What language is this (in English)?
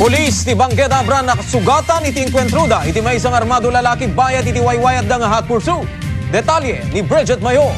Iloko